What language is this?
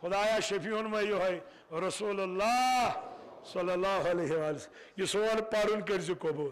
Kashmiri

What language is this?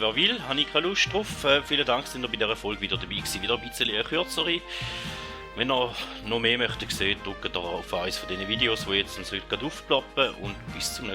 Swiss German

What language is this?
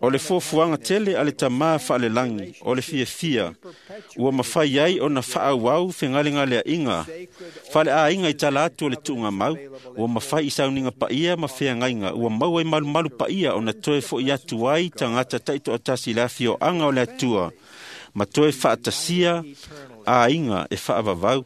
Samoan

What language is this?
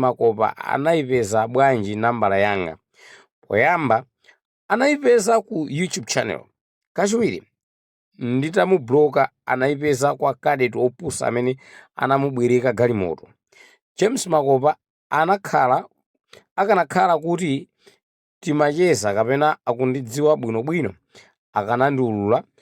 Nyanja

